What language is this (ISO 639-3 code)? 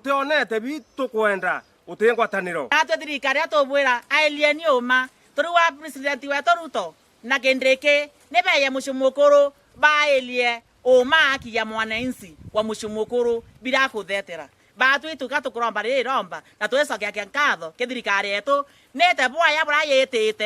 mer